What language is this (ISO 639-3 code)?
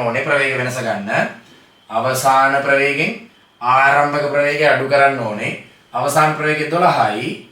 sin